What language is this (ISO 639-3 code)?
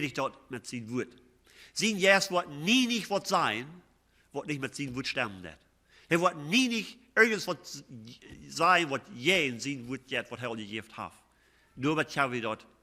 pdt